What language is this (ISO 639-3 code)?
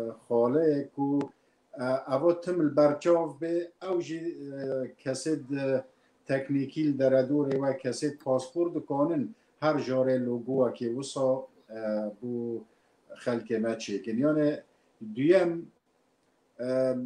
kur